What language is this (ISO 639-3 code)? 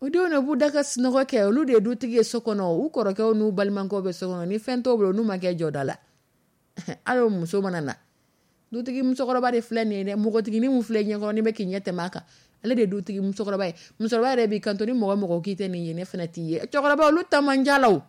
dyu